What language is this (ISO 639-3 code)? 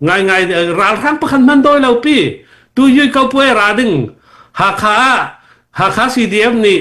cnh